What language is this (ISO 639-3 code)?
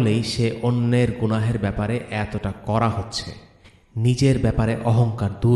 ben